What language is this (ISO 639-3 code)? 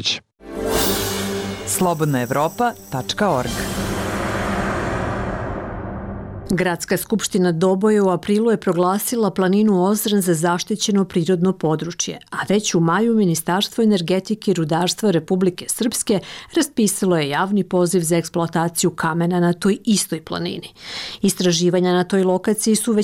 bos